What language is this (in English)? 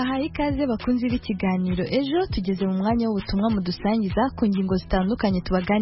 Kinyarwanda